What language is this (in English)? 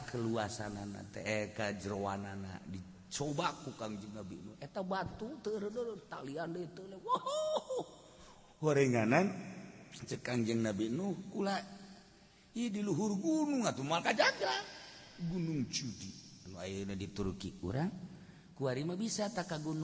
Sundanese